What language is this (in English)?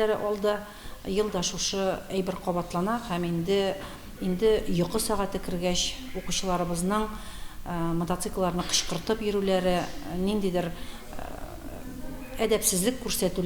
Tatar